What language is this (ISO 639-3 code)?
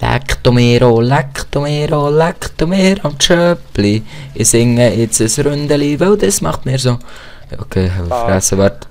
gsw